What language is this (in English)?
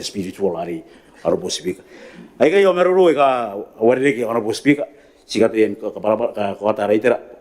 Gilbertese